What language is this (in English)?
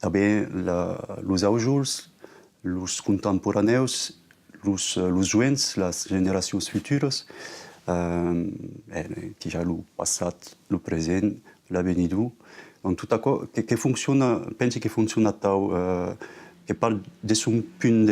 Occitan